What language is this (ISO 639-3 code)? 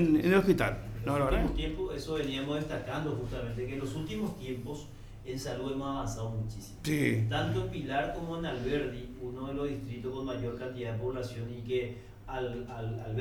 spa